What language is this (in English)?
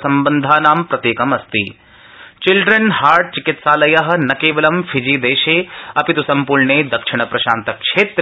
Sanskrit